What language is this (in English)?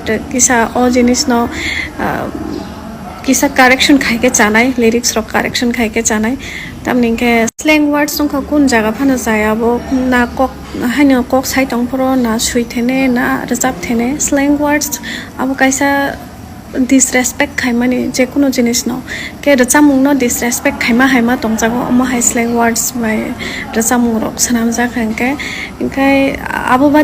Kok Borok